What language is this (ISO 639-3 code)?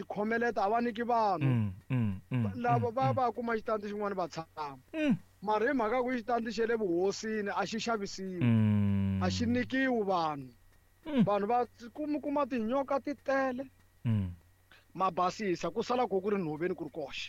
tso